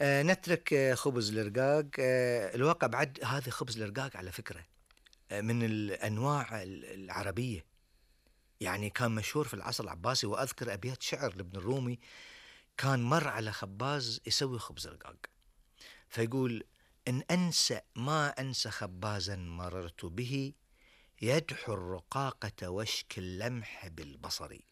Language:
Gulf Arabic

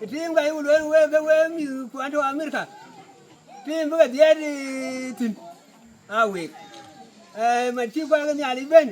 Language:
Dinka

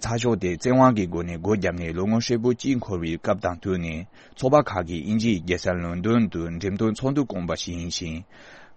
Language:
Tibetan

